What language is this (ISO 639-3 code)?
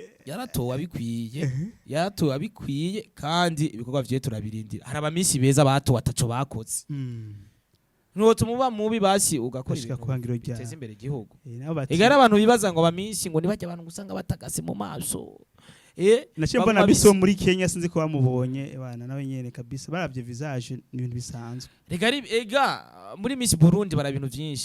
run